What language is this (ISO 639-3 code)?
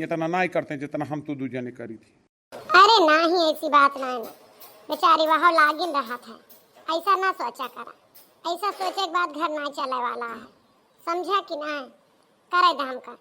awa